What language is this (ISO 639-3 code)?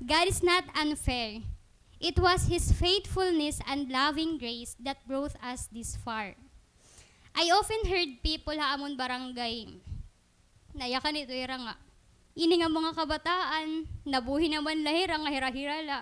war